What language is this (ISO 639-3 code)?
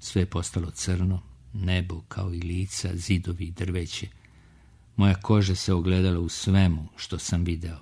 srp